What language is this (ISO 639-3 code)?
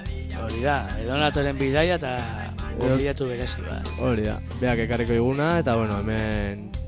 eus